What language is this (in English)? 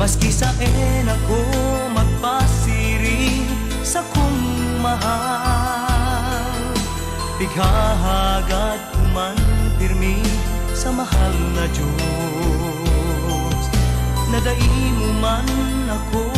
Bikol